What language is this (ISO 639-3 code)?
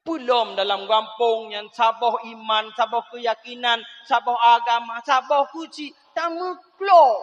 ace